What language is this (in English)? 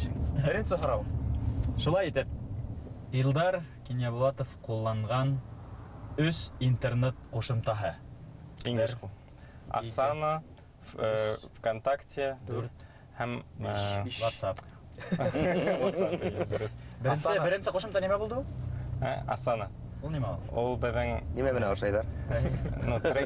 Bashkir